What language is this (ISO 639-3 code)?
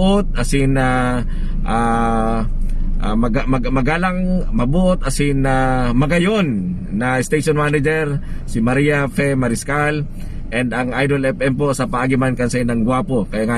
bik